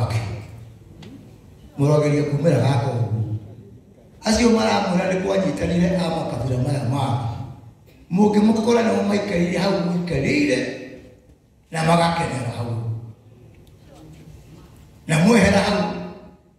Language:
Kikuyu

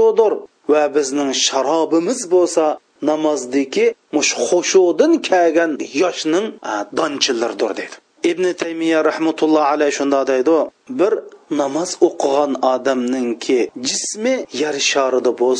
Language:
Uyghur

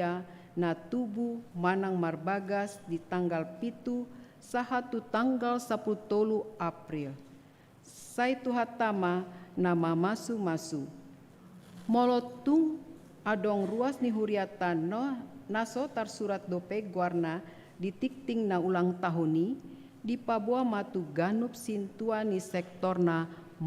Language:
Batak Toba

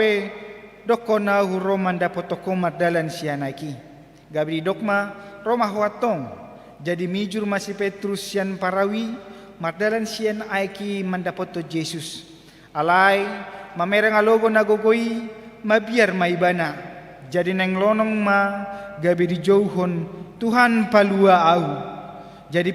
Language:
Batak Toba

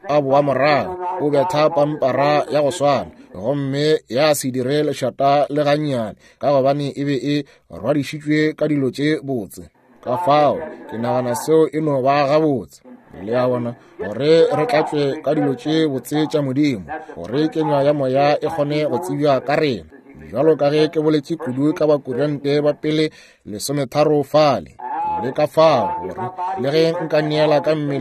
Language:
Northern Sotho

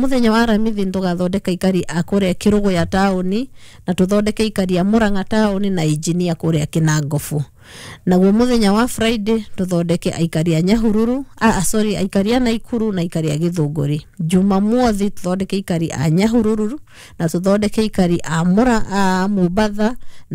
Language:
Kikuyu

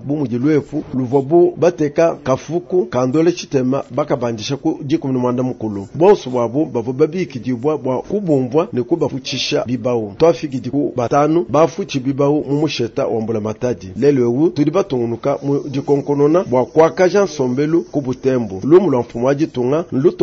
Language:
Luba-Lulua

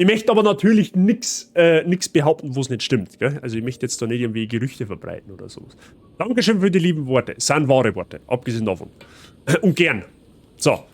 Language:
Bavarian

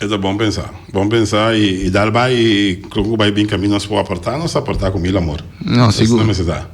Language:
Papiamento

